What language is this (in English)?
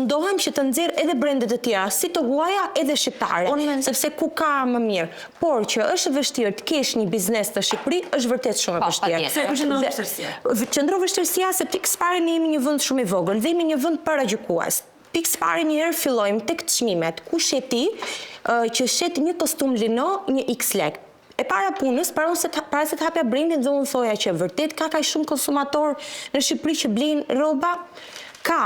Albanian